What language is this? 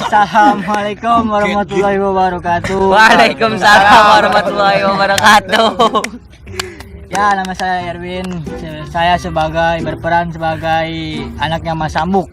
Betawi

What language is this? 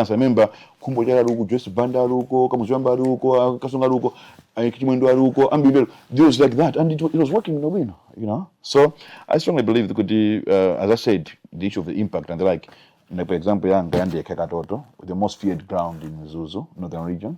Nyanja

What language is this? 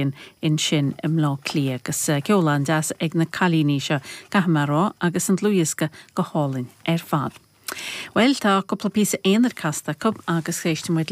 Irish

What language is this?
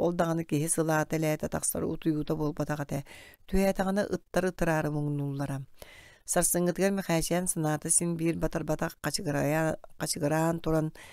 Yakut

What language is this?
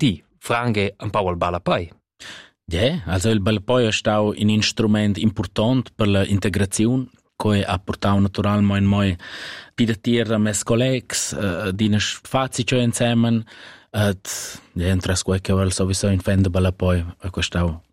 Italian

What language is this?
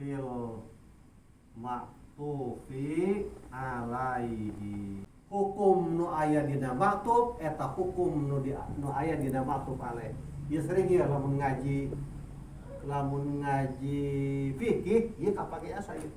Sundanese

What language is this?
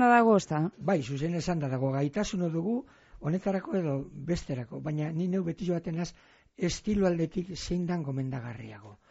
Basque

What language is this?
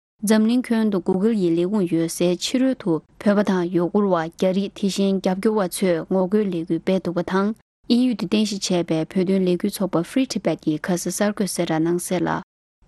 Tibetan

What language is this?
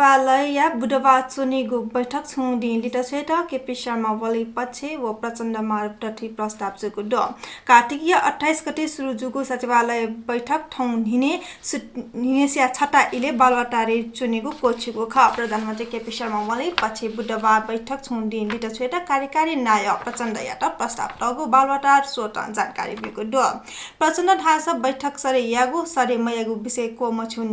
Newari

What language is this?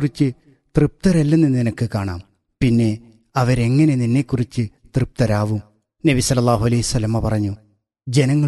Malayalam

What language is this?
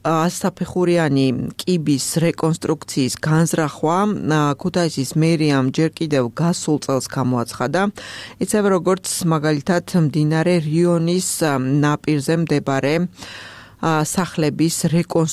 Georgian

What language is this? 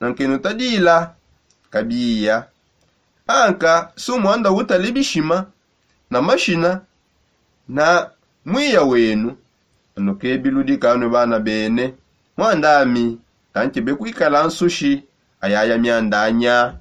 Songe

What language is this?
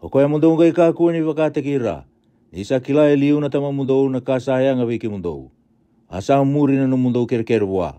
Fijian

